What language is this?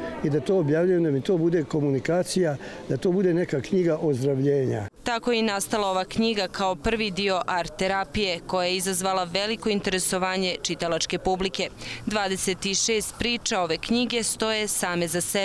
Bosnian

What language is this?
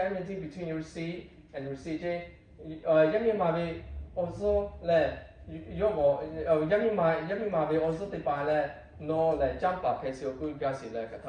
Lahu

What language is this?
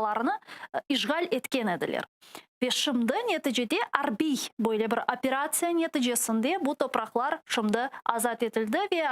Crimean Tatar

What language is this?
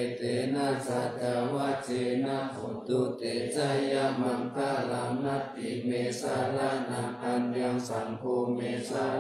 Pali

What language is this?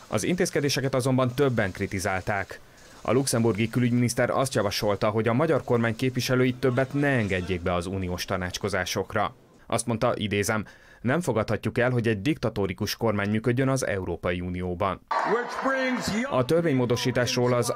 Hungarian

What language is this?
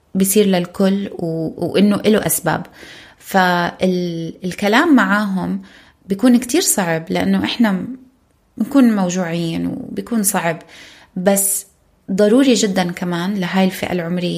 North Levantine Arabic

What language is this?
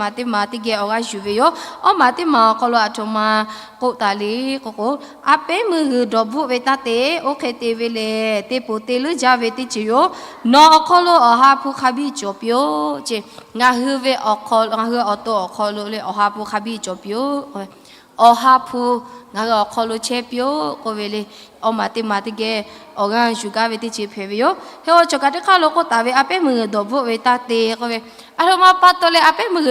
Lahu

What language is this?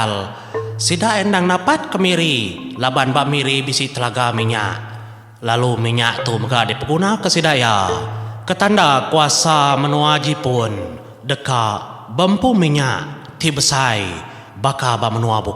Iban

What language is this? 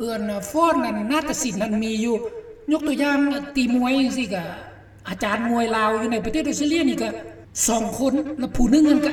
Lao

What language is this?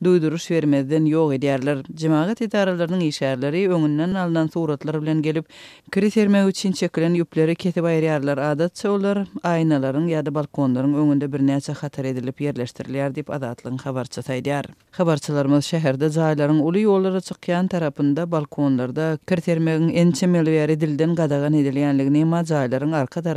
Turkmen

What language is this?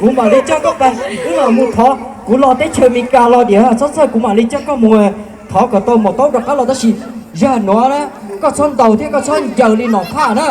Hmong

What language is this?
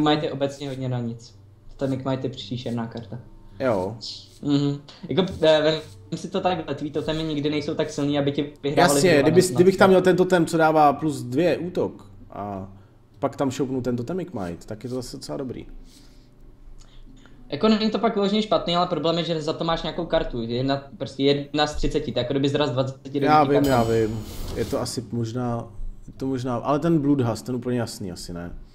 Czech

